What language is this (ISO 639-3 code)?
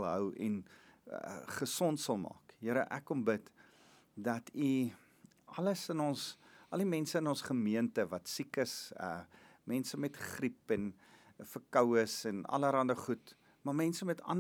afr